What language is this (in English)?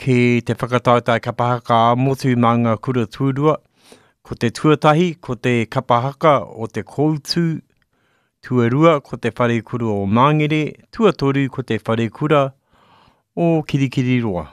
Māori